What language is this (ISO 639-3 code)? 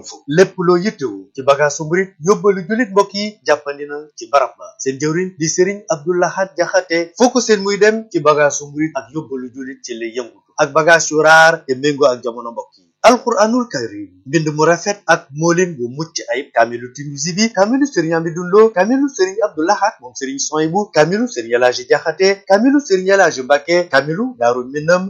wol